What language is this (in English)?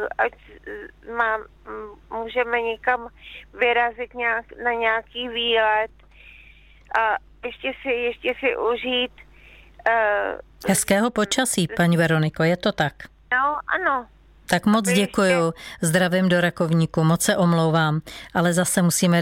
Czech